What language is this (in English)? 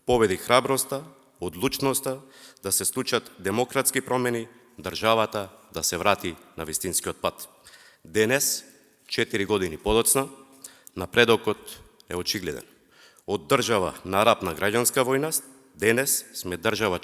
Macedonian